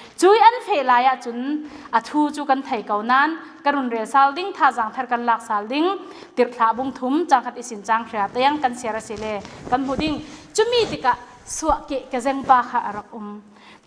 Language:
Falam Chin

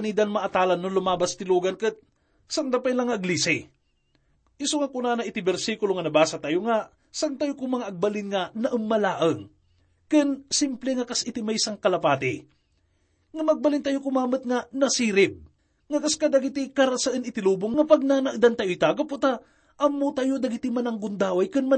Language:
Iloko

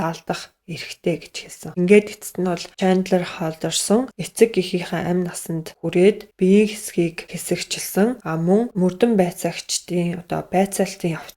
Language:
Mongolian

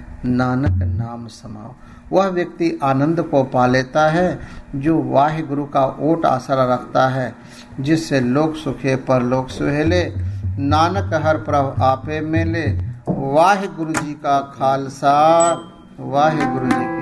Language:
Hindi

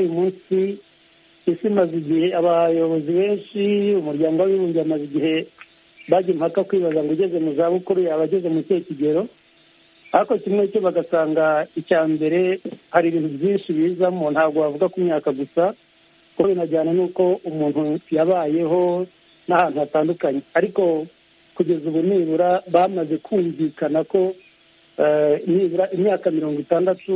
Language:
Kinyarwanda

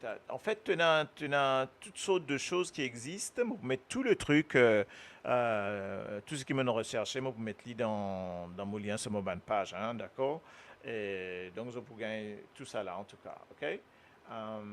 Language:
Morisyen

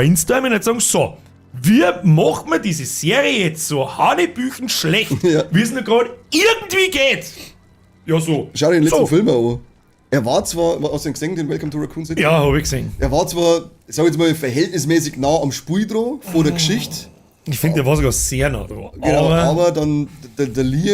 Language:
Bavarian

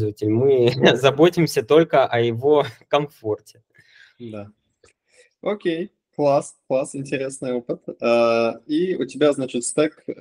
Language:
Russian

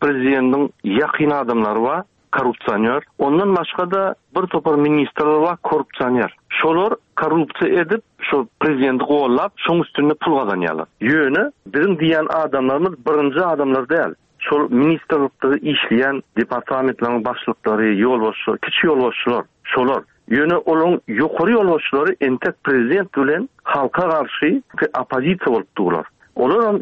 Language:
Turkmen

